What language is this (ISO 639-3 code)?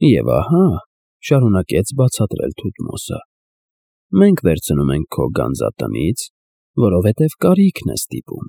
hye